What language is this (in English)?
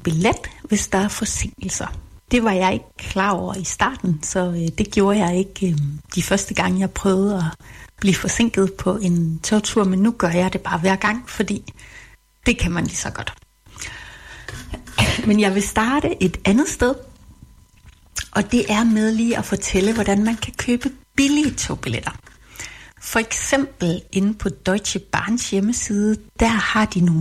Danish